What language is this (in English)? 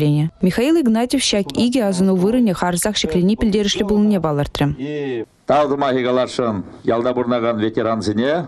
Chuvash